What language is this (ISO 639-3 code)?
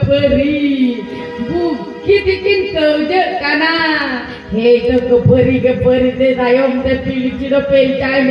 sat